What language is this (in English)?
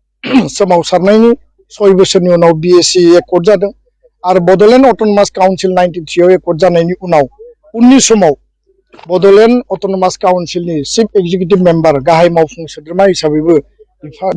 Bodo